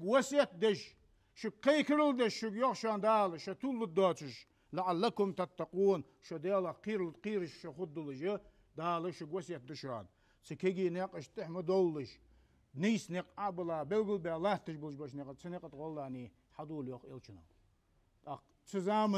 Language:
Ingush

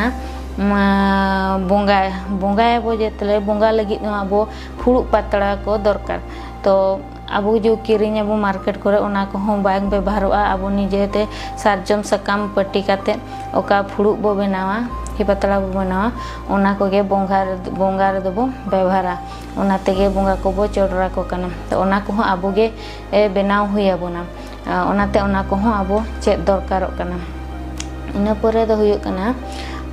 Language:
Santali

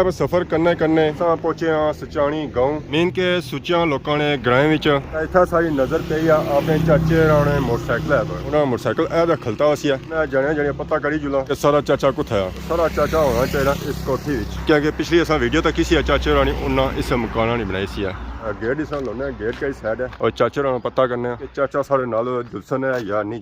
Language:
Pahari-Potwari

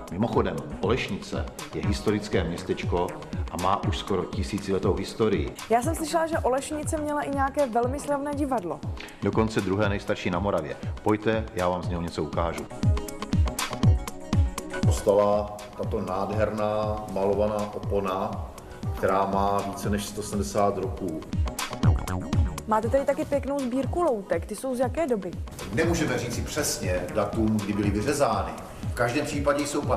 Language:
Czech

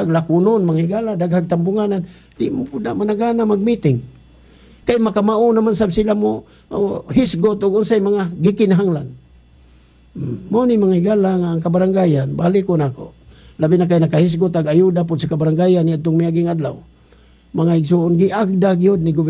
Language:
Cebuano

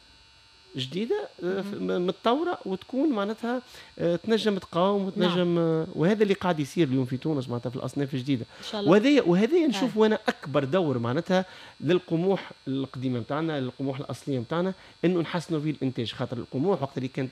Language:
Tunisian Arabic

